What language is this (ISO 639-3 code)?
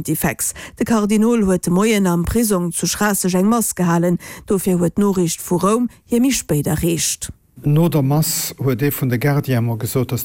ltz